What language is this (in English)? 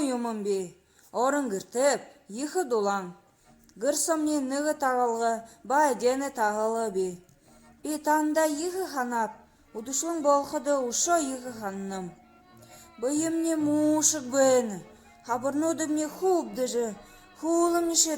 Buriat